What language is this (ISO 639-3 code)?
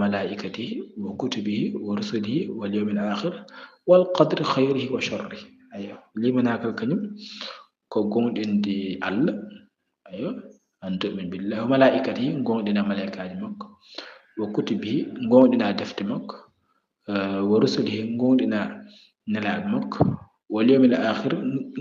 ful